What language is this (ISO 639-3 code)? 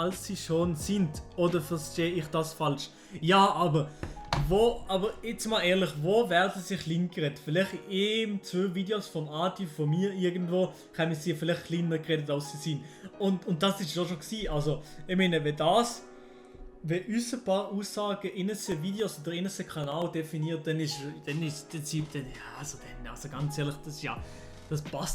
gsw